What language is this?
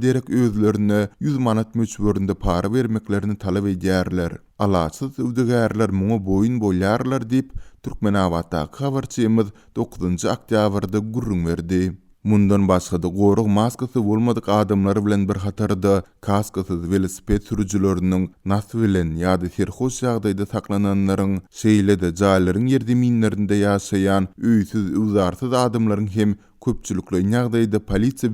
Turkmen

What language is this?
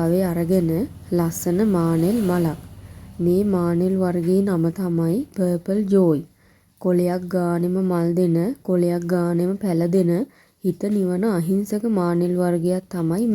Sinhala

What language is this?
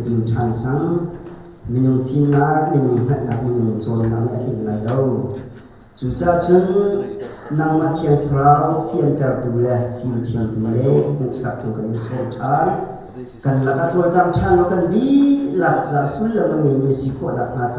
Hakha Chin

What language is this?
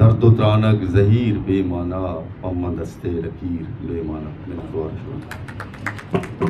Eastern Balochi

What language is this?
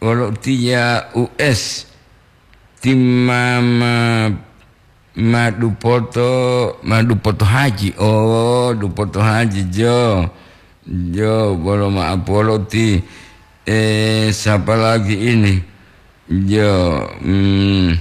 Gorontalo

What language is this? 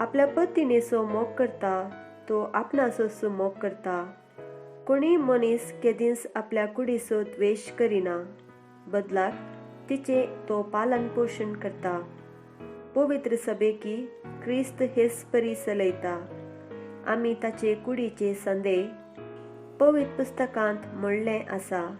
Konkani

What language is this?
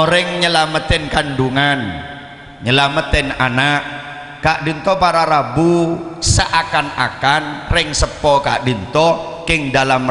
Madurese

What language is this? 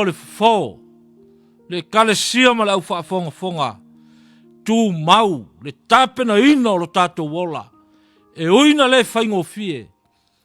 Samoan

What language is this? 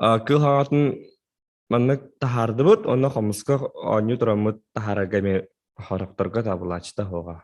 Yakut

